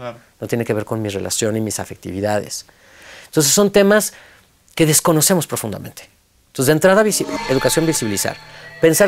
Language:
Spanish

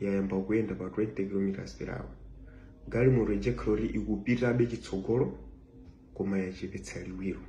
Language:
Nyanja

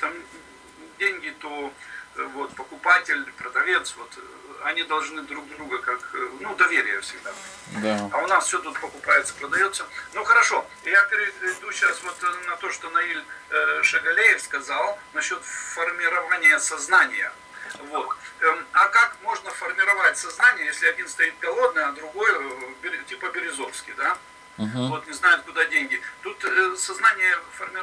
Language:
Russian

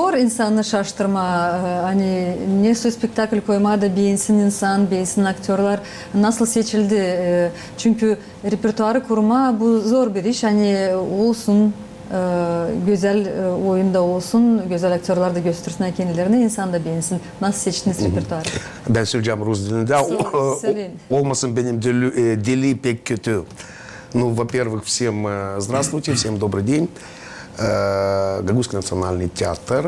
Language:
Gagauz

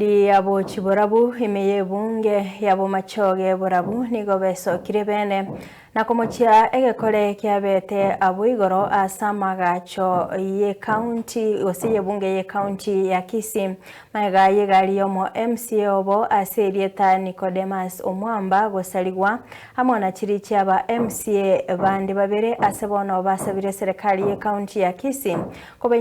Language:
Gusii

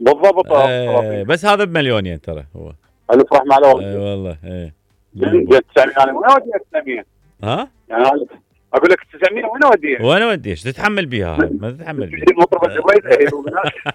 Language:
Mesopotamian Arabic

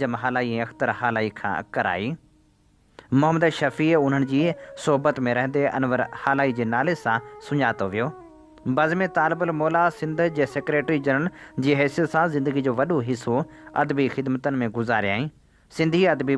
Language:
Sindhi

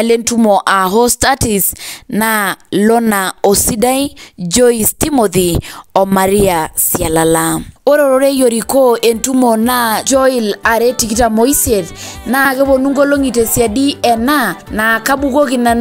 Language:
Masai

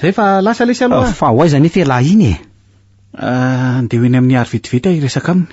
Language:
Malagasy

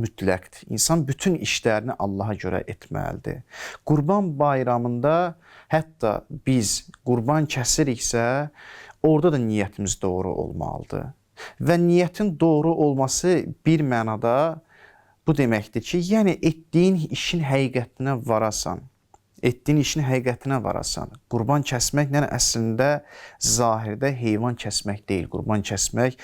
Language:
Azerbaijani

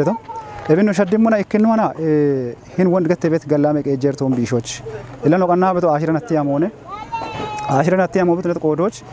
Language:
Kafa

